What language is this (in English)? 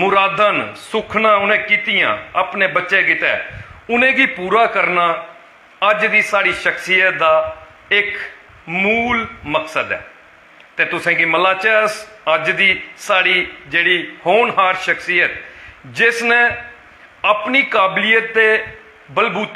Dogri